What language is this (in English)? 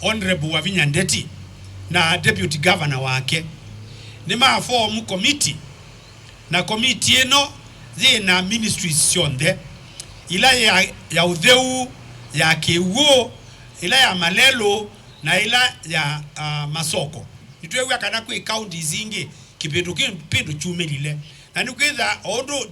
Kamba